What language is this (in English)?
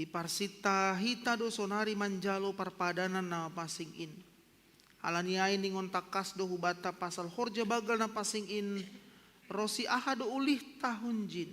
Batak Simalungun